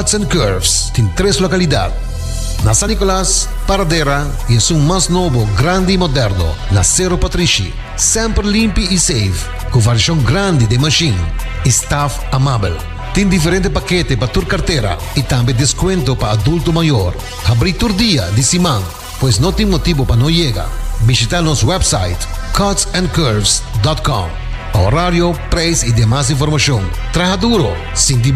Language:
Papiamento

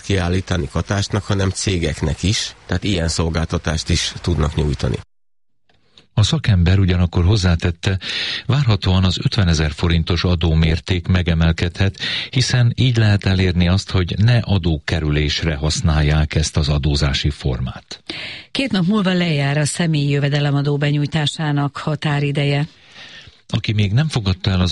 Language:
Hungarian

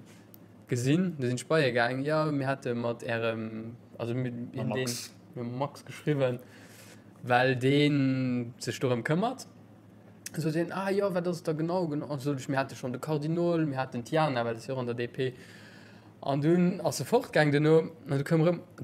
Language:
Luxembourgish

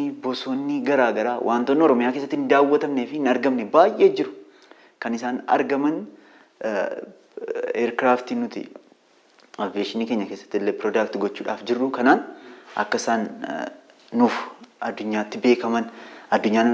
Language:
Oromo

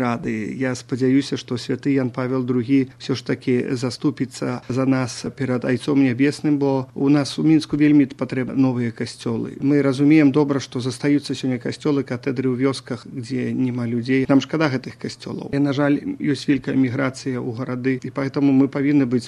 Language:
Belarusian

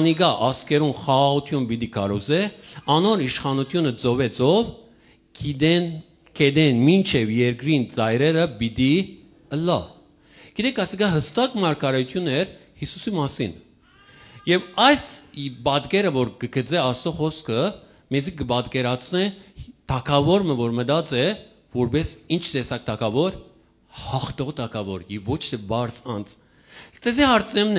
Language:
Western Armenian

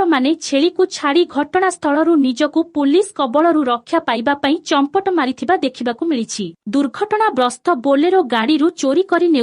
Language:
Odia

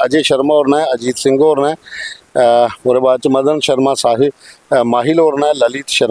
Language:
Dogri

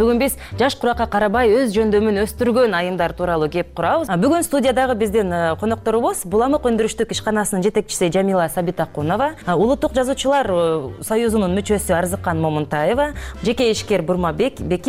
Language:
Kyrgyz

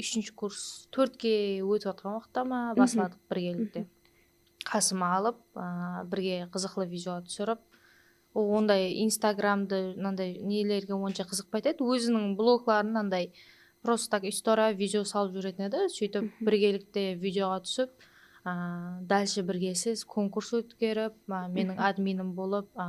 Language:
Kara-Kalpak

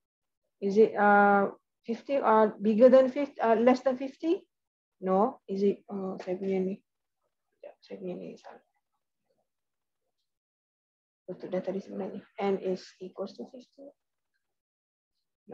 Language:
Malay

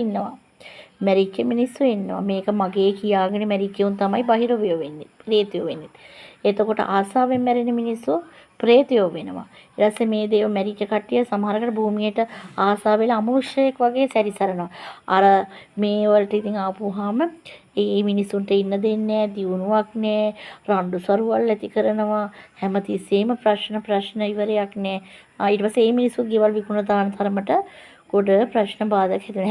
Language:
Sinhala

